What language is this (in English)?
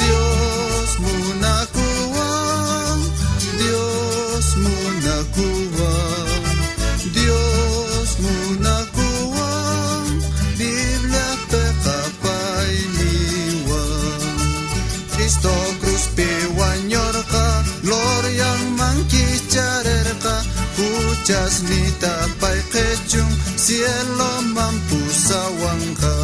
South Bolivian Quechua